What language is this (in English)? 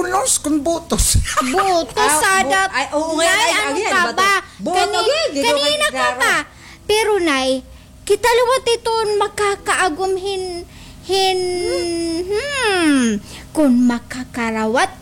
Waray